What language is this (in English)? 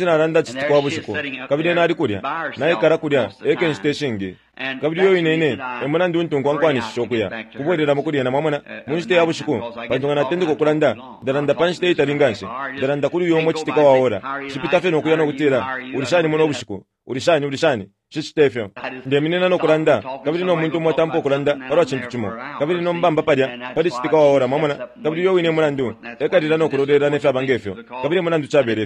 Bemba